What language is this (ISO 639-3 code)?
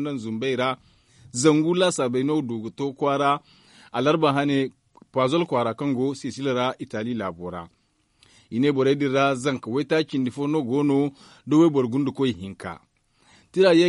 dje